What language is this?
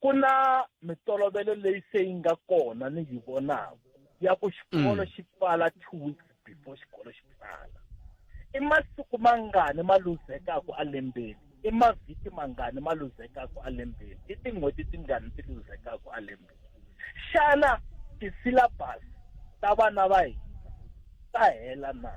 Tsonga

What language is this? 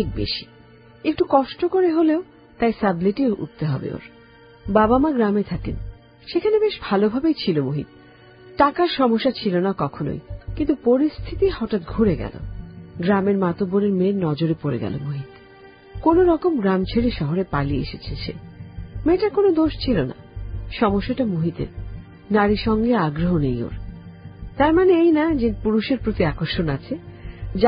Bangla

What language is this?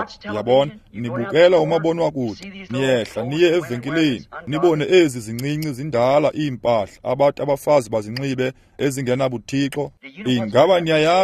Xhosa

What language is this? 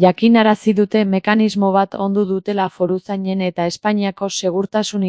Basque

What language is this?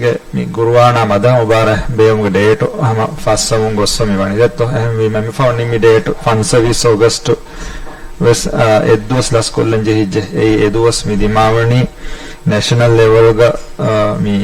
Divehi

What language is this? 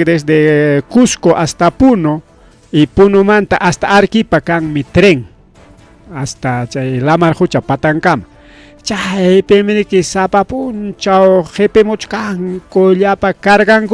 Ayacucho Quechua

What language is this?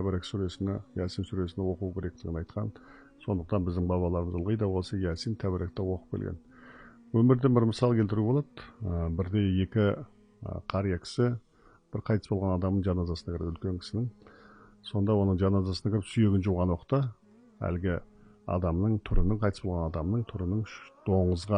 Kazakh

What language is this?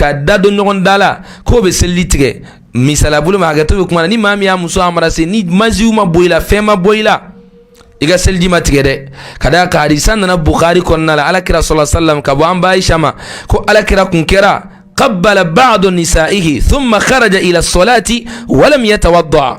Bambara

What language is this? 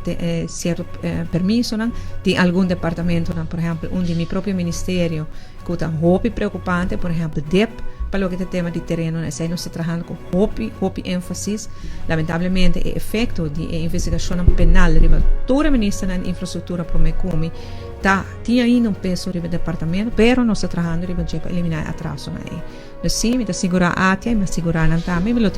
Papiamento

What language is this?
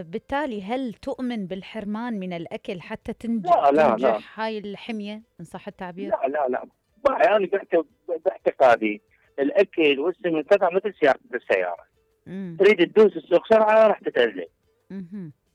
Mesopotamian Arabic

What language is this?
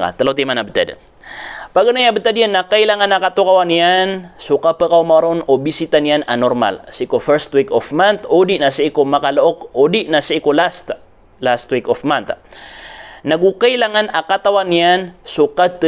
Maranao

